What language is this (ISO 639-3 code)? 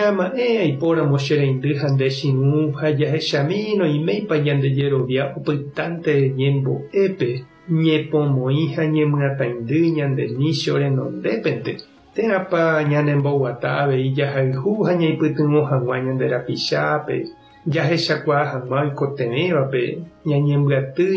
grn